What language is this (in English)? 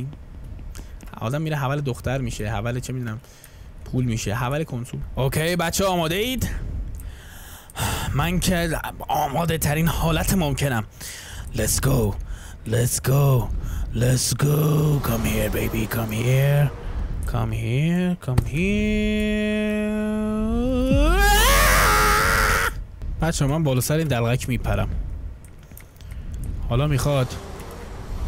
Persian